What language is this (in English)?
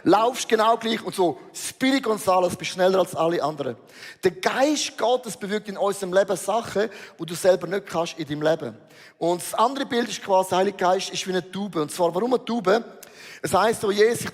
Swiss German